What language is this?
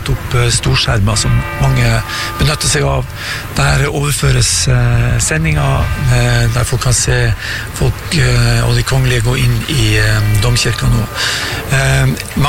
Norwegian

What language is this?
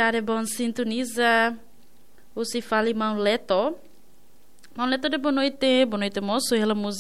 Tetum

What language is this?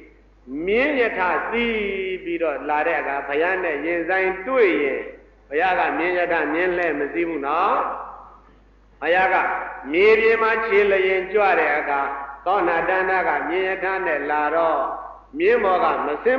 Burmese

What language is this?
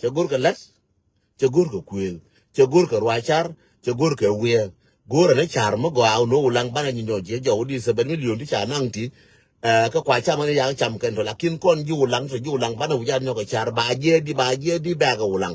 Nuer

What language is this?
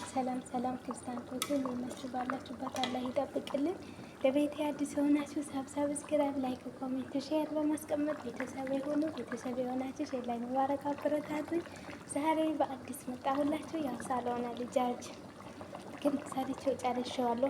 Amharic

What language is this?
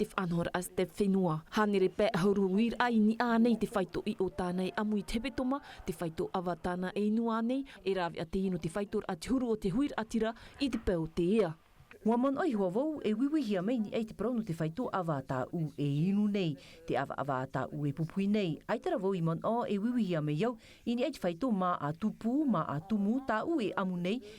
Tahitian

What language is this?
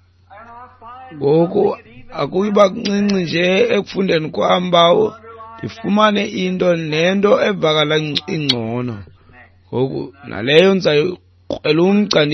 Xhosa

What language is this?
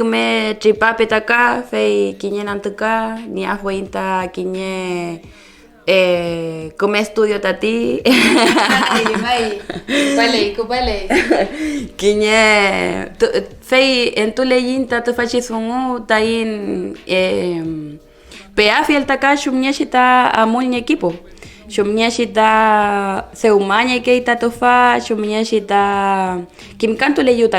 Mapuche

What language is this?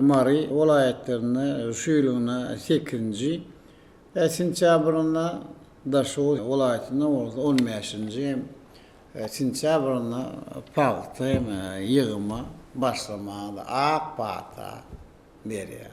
Turkmen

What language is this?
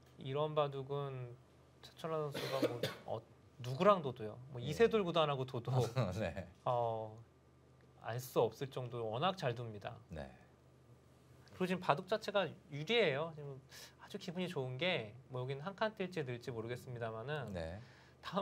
Korean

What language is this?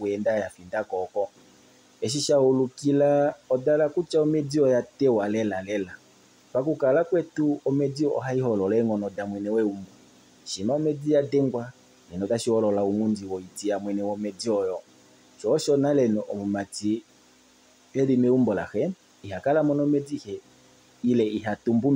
Kuanyama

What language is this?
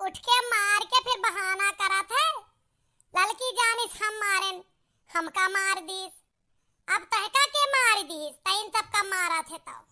Awadhi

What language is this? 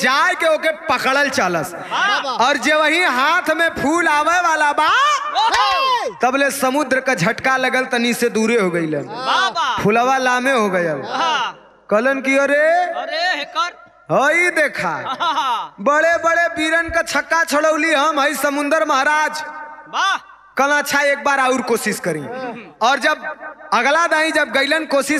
Bhojpuri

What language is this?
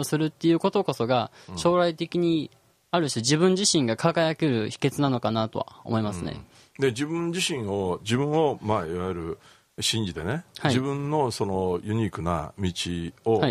Japanese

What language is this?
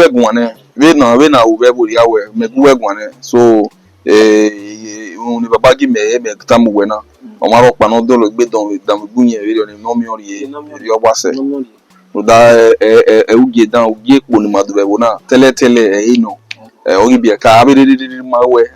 Bini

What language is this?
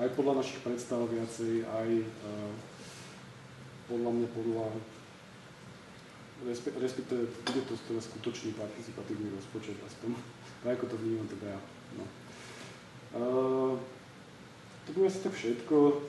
Slovak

